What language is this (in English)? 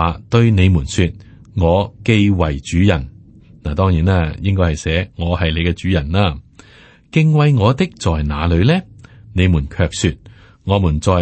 Cantonese